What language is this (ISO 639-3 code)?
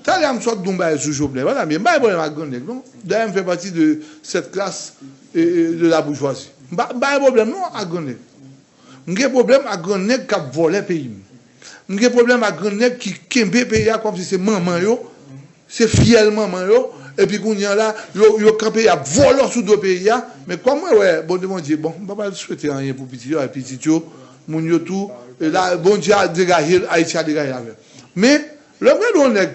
hat